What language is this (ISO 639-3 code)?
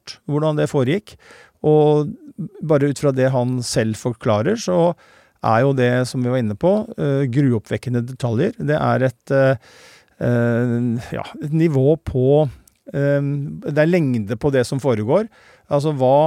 nor